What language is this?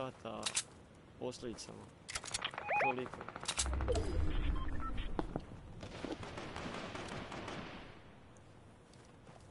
Croatian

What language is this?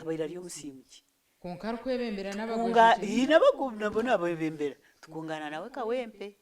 Nyankole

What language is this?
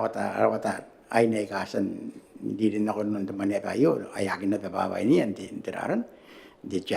Gilbertese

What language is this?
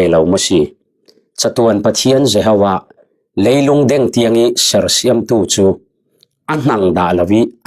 Falam Chin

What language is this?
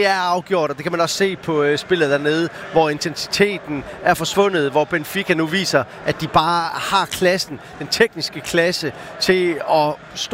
Danish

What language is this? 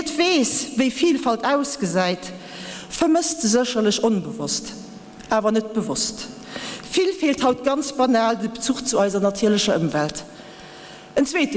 Luxembourgish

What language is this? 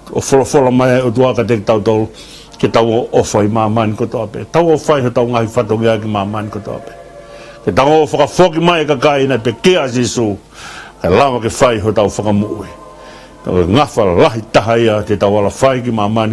Tongan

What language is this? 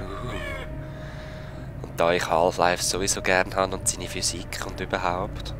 Swiss German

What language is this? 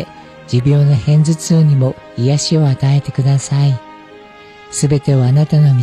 Japanese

